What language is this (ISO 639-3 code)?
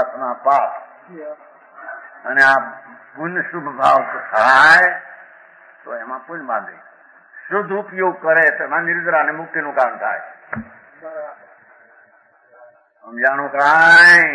guj